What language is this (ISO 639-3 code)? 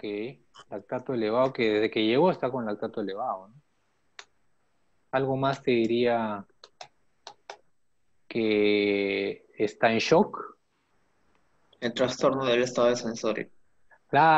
spa